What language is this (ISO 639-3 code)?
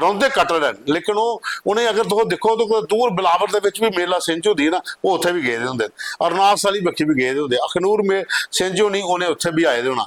doi